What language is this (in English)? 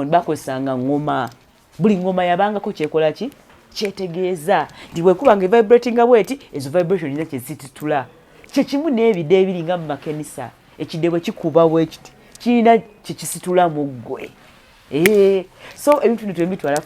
Ganda